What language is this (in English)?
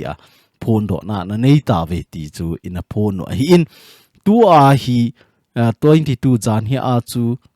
Thado Chin